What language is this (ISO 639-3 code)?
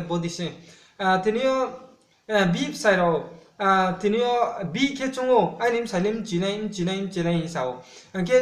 ria